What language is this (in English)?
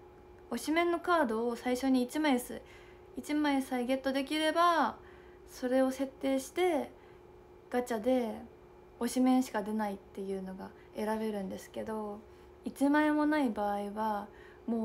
Japanese